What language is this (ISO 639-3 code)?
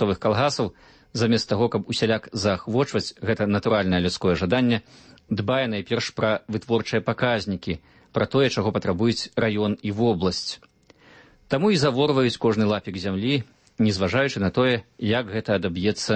bel